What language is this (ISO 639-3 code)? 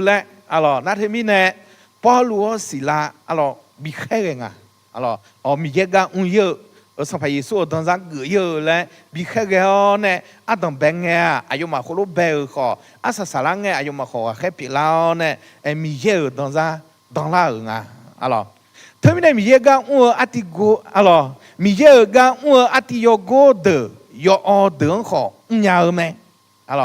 ahk